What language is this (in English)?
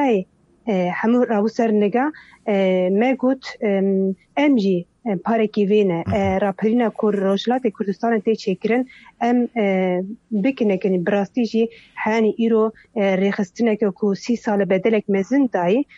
Kurdish